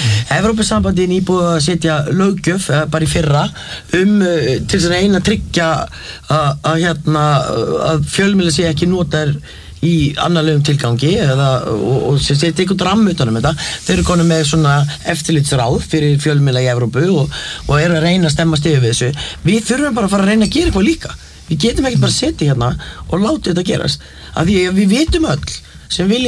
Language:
Icelandic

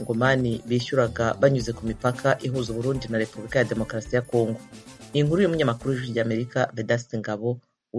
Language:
Kinyarwanda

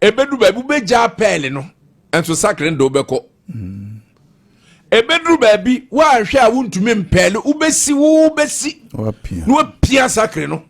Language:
Akan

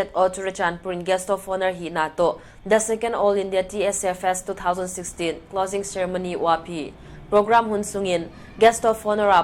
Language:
Paite Chin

